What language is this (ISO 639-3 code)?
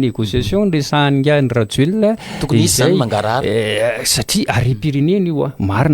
mlg